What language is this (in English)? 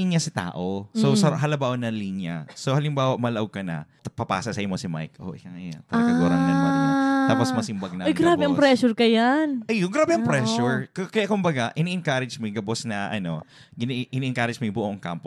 Bikol